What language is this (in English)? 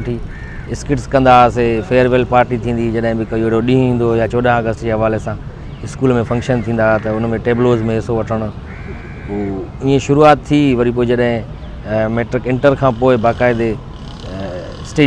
Sindhi